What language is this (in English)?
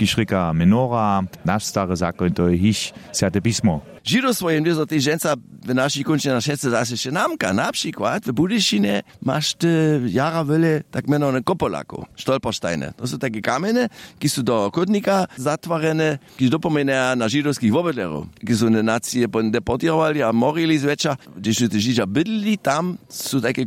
Upper Sorbian